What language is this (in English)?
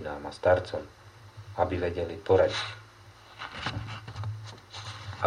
Slovak